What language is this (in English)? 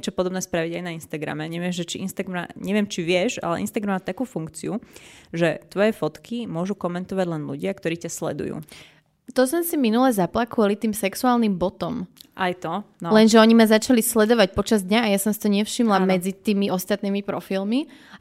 Slovak